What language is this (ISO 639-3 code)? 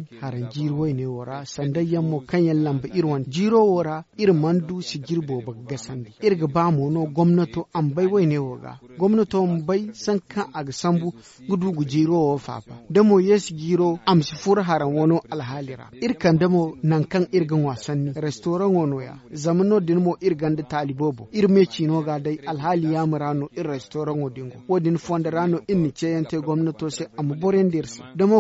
dje